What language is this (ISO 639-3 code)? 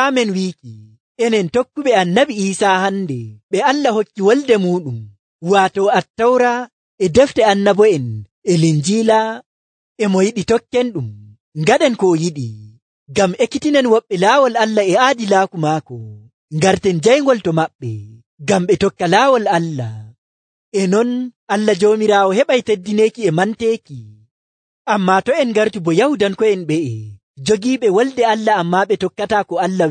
fuv